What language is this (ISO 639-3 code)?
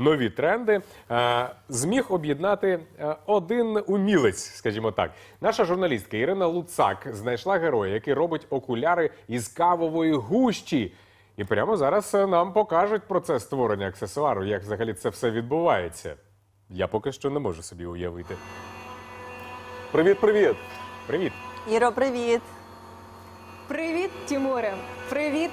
ukr